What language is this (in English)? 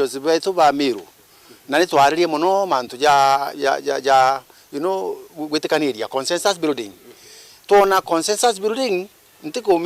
Meru